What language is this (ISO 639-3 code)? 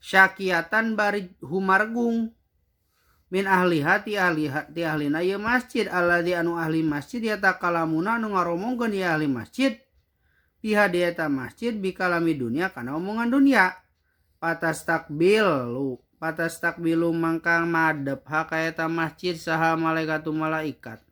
sun